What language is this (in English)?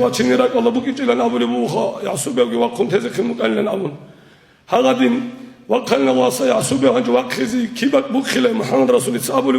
Avaric